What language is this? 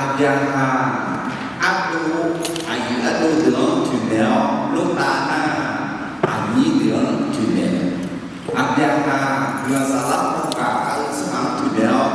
Akha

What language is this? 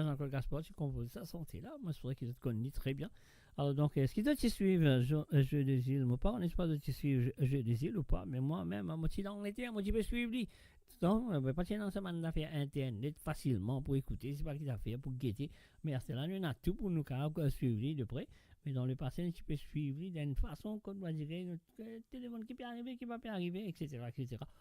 Morisyen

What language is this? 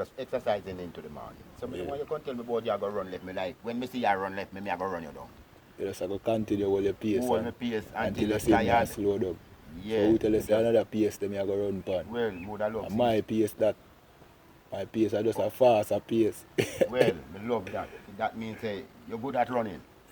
Jamaican Creole English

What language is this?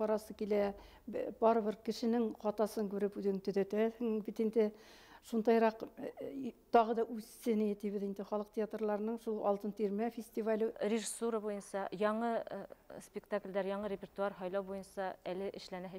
Bashkir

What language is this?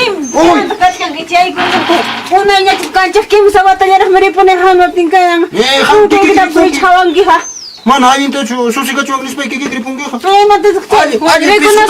Ayacucho Quechua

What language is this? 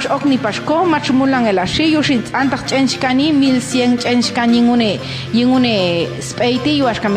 Popti'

